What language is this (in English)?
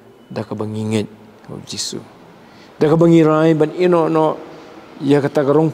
Khasi